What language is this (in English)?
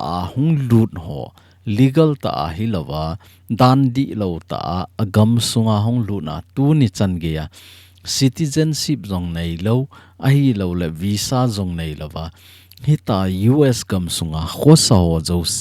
Thado Chin